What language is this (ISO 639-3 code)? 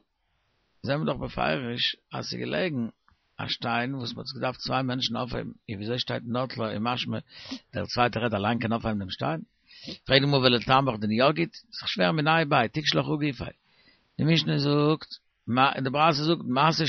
yid